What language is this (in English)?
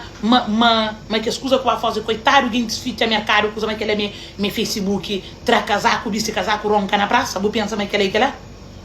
Kabuverdianu